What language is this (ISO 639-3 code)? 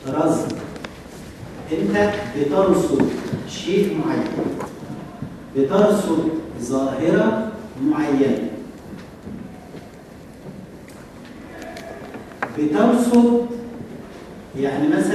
arz